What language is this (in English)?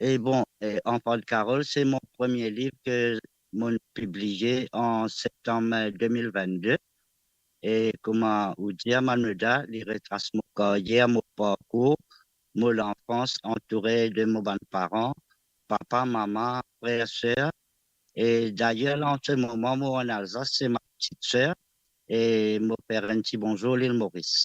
Morisyen